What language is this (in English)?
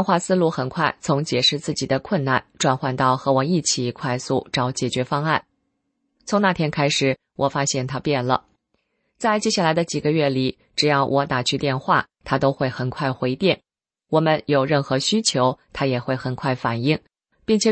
Chinese